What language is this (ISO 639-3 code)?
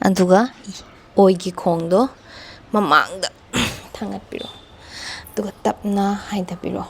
mni